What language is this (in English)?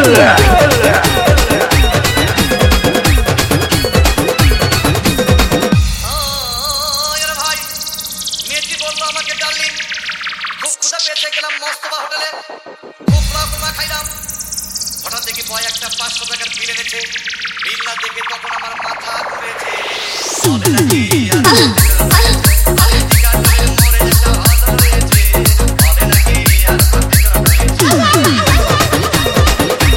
Bangla